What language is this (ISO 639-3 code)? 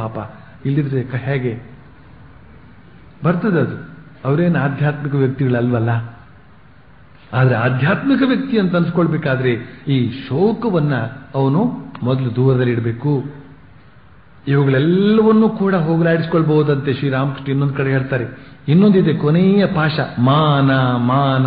kan